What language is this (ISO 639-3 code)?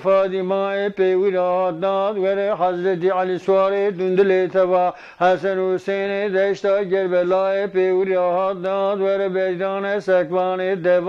zza